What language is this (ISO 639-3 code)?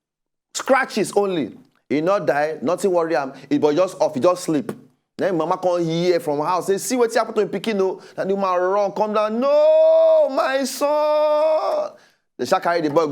pcm